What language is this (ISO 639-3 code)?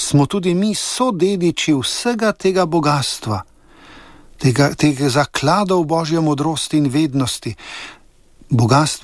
slv